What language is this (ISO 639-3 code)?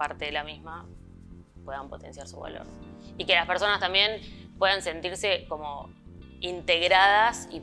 spa